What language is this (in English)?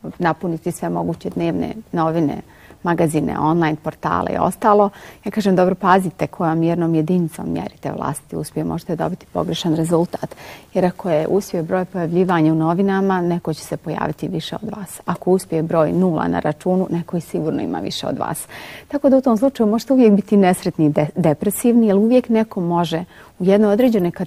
Bosnian